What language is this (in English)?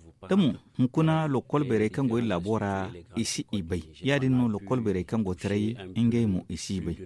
Zarma